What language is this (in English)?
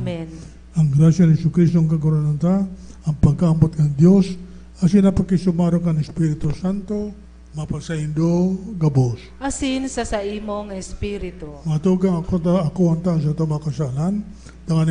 Bikol